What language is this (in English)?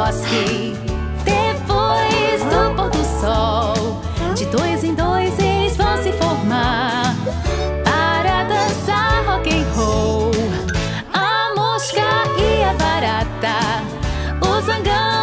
Portuguese